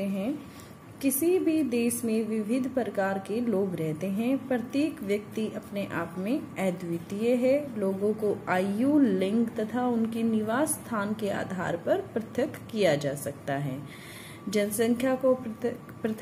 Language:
Hindi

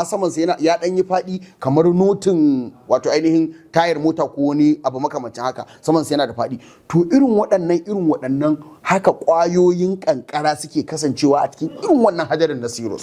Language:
Hausa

